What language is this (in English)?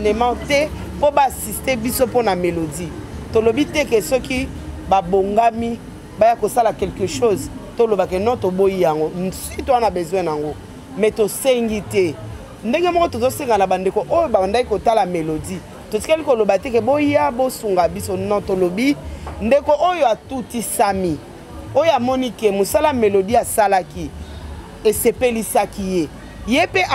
Lingala